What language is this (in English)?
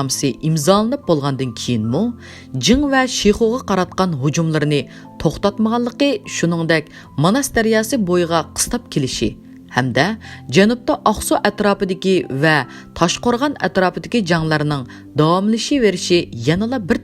Uyghur